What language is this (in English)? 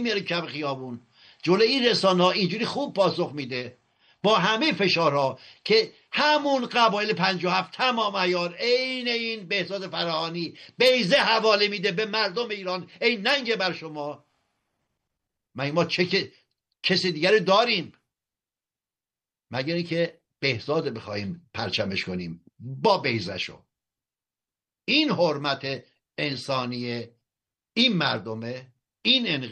Persian